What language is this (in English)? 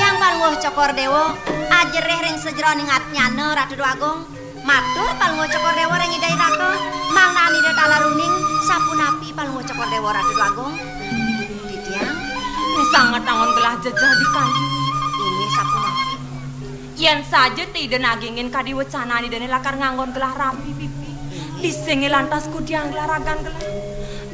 Balinese